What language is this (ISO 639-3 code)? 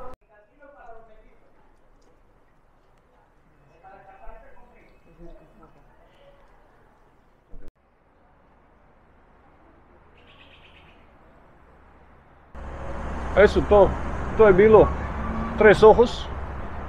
hrv